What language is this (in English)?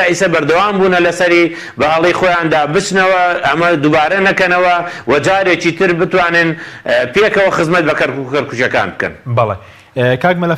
Central Kurdish